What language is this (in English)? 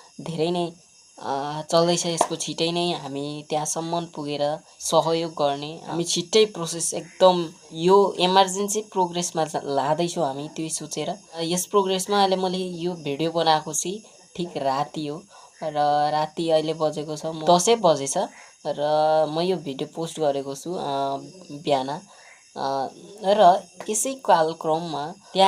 Nepali